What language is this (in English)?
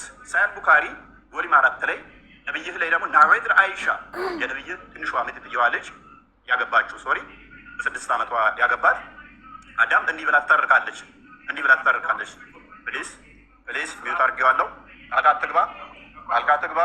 Amharic